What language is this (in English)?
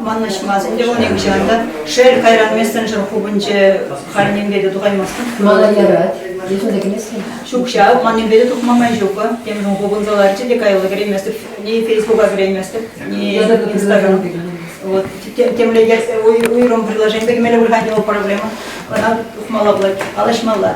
Chuvash